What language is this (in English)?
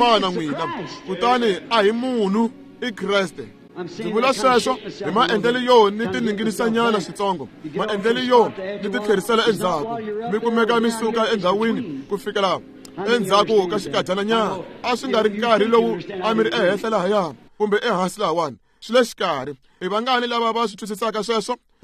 Tsonga